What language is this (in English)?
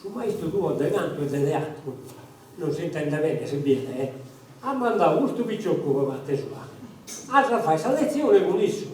Sardinian